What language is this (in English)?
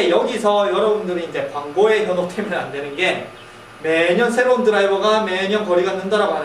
Korean